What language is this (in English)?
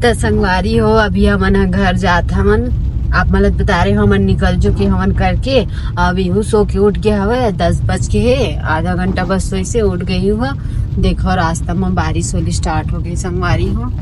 Chhattisgarhi